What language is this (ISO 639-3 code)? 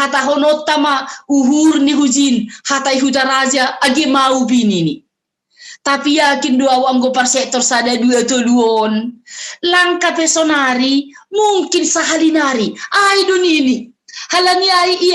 bts